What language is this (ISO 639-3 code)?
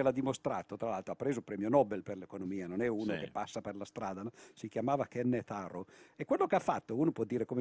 ita